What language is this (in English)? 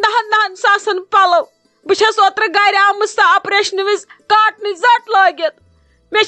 Kashmiri